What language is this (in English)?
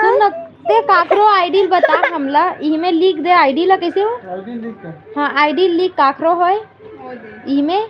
Chhattisgarhi